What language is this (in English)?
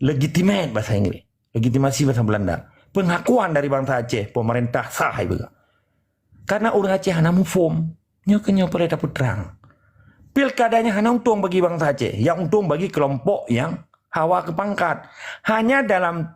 Achinese